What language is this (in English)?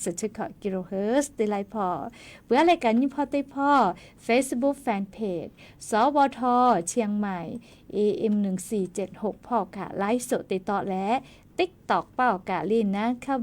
Lahu